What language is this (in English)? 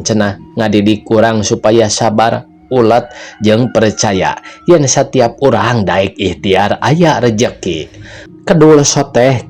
Sundanese